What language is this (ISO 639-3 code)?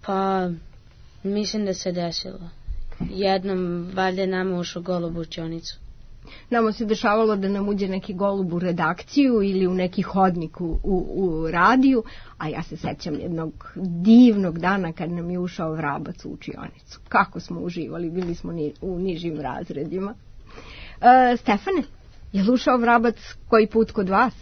srp